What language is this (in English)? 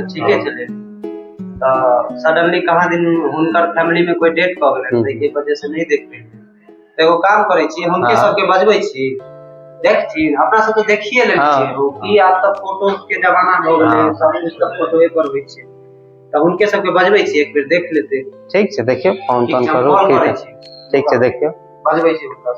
Maithili